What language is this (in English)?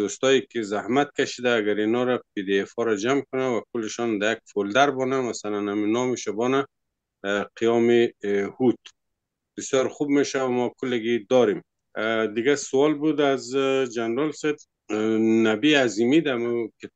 Persian